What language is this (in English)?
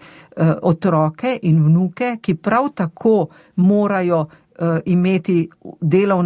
Slovenian